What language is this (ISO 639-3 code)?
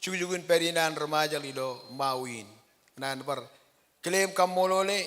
mah